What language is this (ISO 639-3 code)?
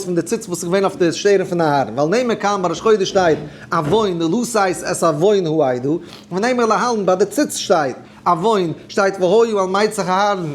yid